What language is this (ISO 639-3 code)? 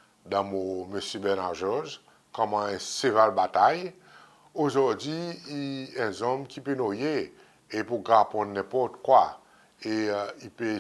crs